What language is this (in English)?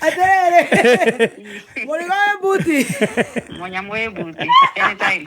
Kikuyu